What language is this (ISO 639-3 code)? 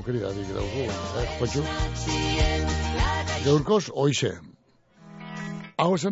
eus